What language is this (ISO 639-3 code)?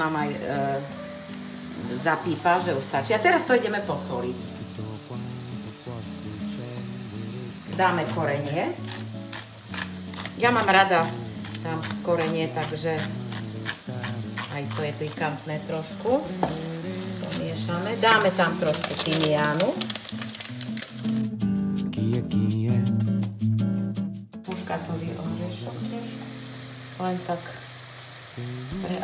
slk